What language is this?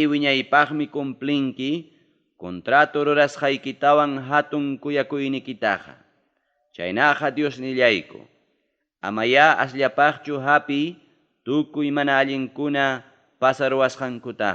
Ayacucho Quechua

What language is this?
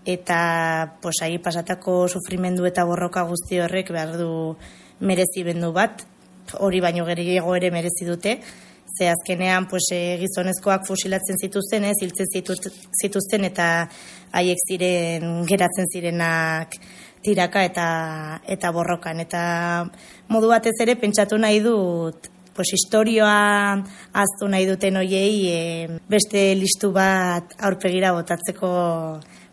Basque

